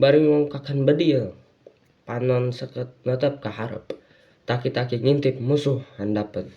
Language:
Sundanese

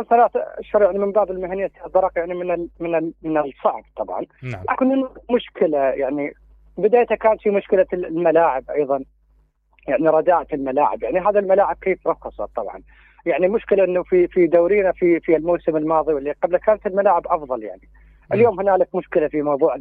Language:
Mesopotamian Arabic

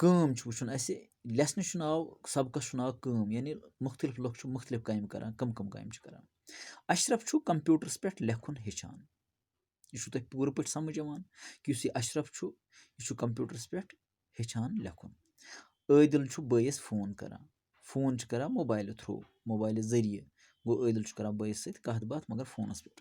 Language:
Kashmiri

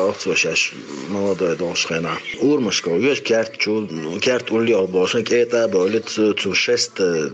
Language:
Chechen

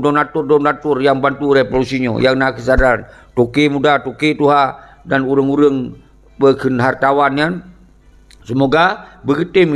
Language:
Achinese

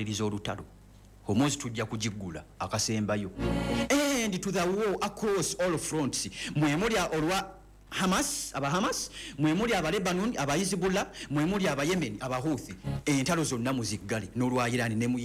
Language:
Ganda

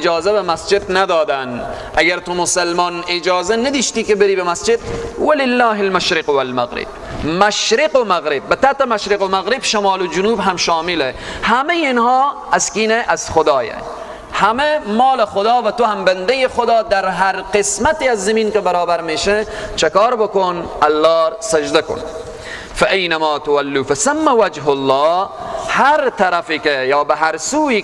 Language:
Persian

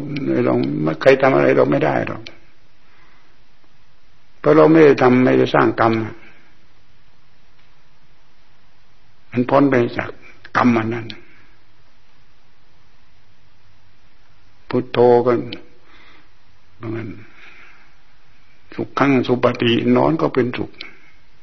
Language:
Thai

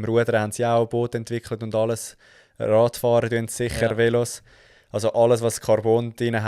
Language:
Swiss German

